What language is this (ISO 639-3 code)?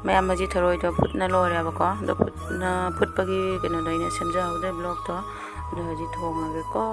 mni